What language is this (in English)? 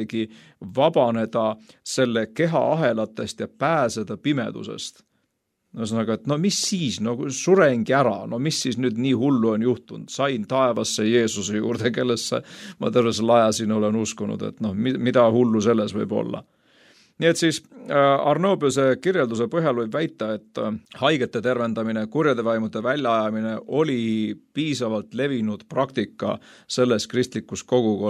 Estonian